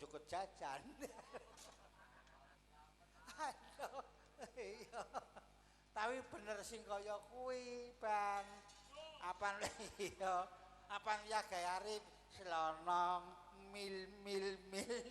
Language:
Javanese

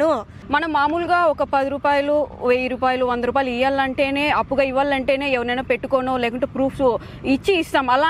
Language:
Telugu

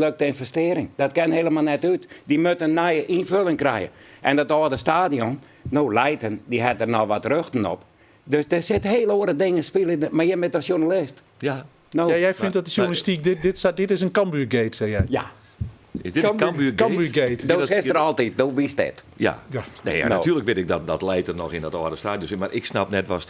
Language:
Western Frisian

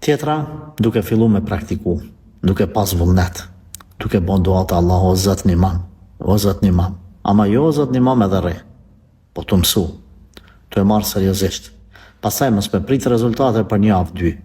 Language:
Albanian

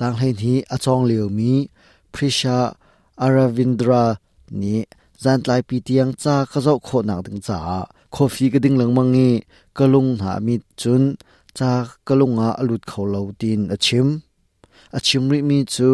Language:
Hakha Chin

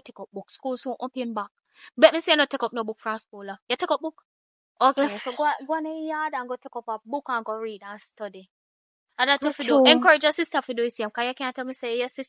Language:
Jamaican Creole English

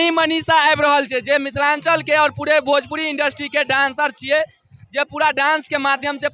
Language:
Maithili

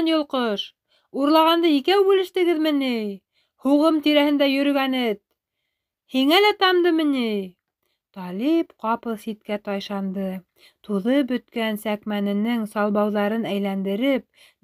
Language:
Bashkir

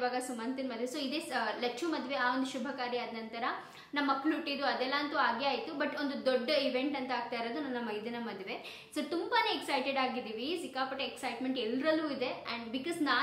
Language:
Kannada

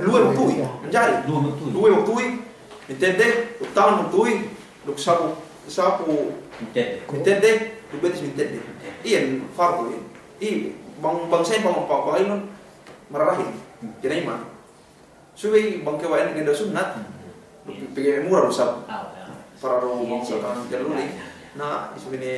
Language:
Yakan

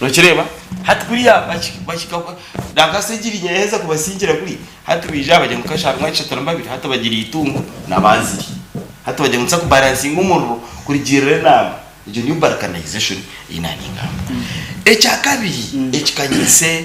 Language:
Nyankole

